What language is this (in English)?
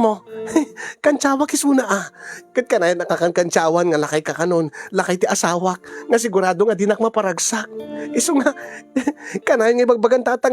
Iloko